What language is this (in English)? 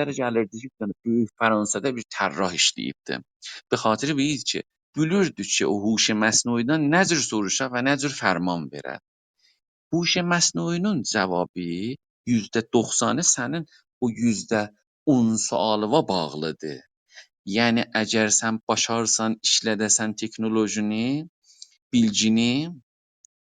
South Azerbaijani